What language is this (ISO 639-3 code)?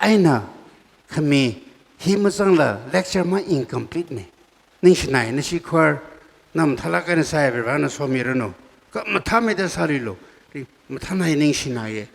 nmf